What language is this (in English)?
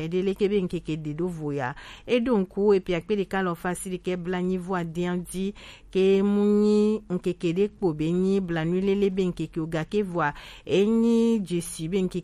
Gen